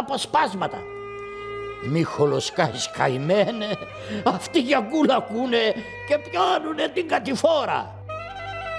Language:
Greek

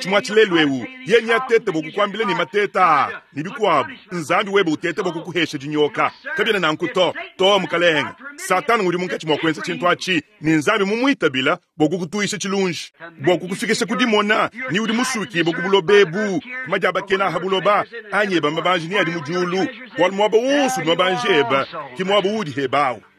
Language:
Luba-Lulua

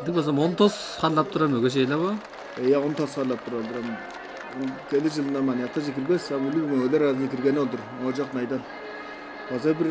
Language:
Tuvinian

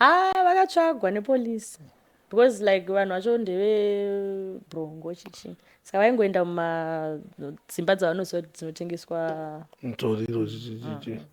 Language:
Shona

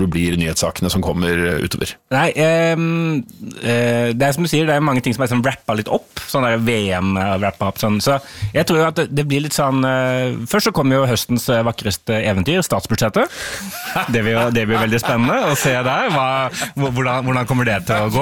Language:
Norwegian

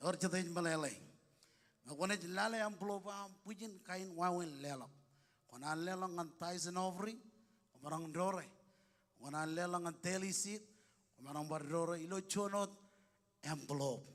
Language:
Marshallese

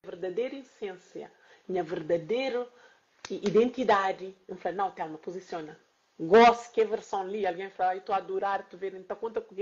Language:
Kabuverdianu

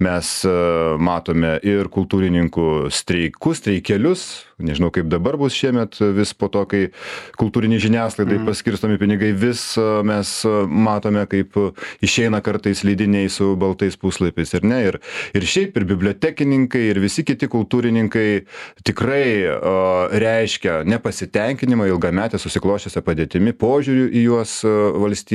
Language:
Lithuanian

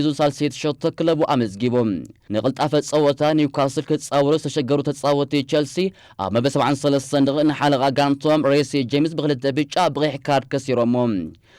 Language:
Tigrinya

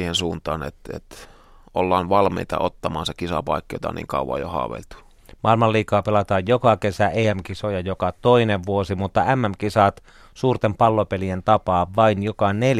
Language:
Finnish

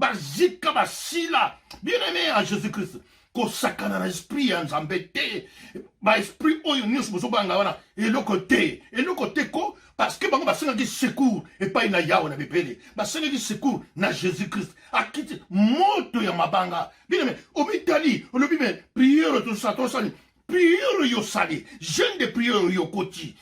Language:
Lingala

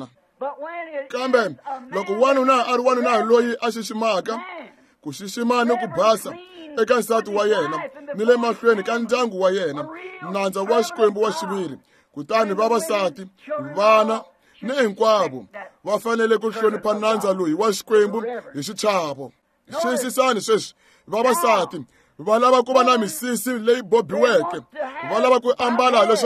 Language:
Tsonga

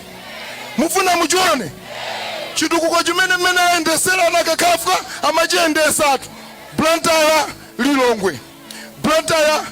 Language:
Nyanja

